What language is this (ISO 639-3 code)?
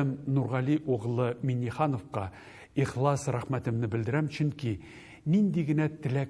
tat